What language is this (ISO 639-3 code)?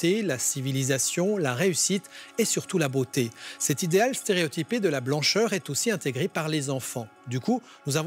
fra